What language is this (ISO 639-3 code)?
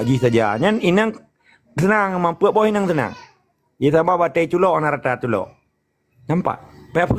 ace